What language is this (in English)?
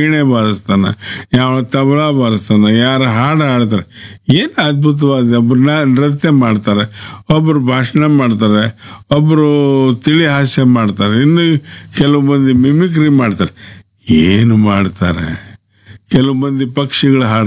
Kannada